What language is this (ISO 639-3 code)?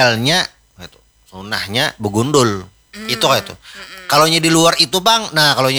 bjn